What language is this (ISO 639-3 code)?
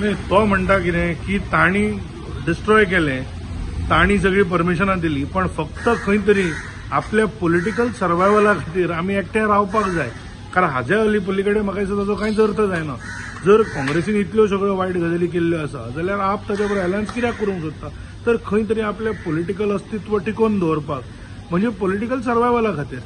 kok